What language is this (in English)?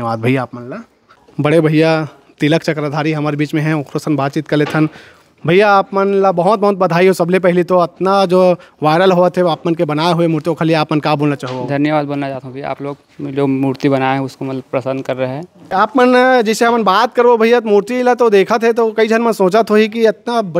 Chhattisgarhi